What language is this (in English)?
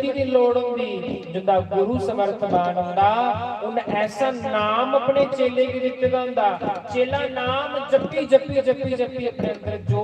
Dogri